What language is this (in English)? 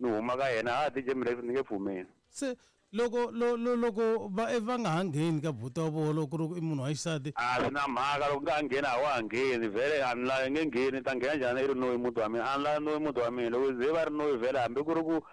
Tsonga